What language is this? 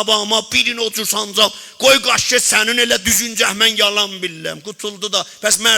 South Azerbaijani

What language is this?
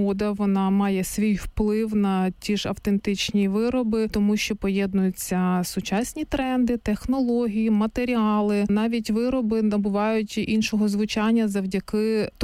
Ukrainian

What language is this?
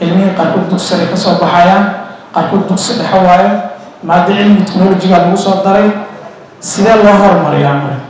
Somali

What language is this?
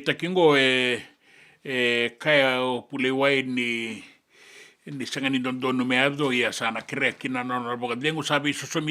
Fijian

